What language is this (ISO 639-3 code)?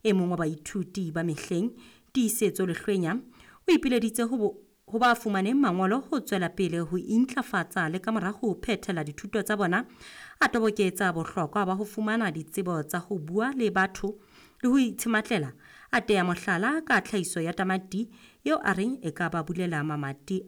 sot